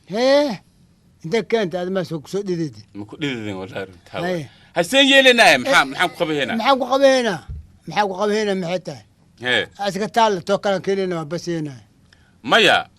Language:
Somali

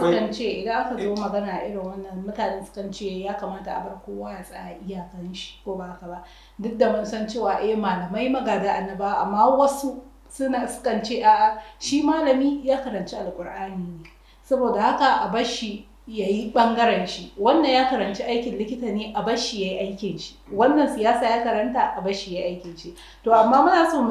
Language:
Hausa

